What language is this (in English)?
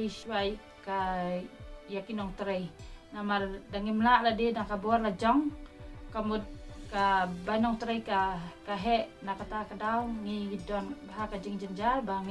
Khasi